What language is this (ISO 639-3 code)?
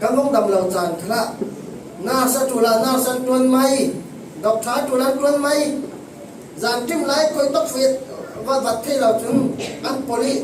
cfm